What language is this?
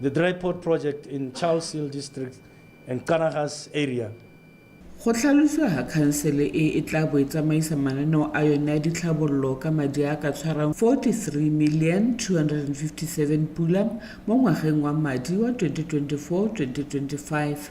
Tswana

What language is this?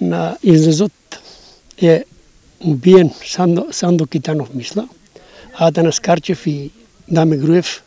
Macedonian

